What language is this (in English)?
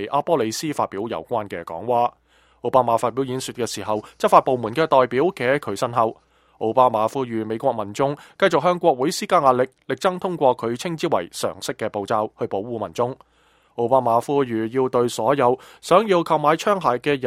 Cantonese